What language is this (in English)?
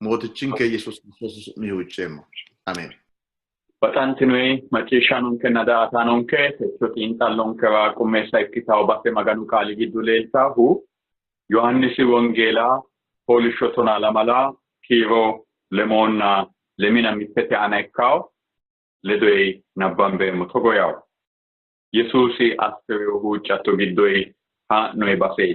Sidamo